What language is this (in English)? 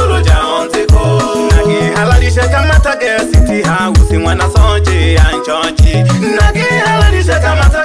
Swahili